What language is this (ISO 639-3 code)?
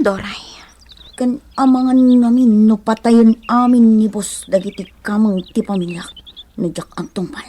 ilo